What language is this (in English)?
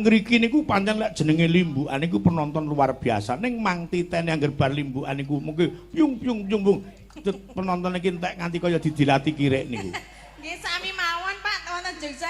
Javanese